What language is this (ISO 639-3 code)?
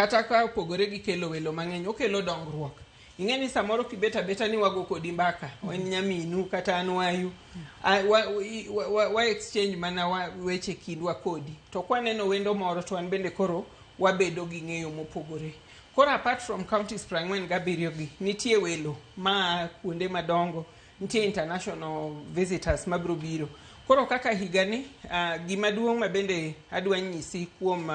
luo